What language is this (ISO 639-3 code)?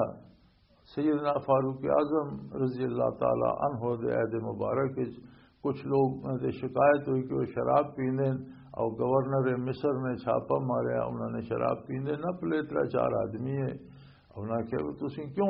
lah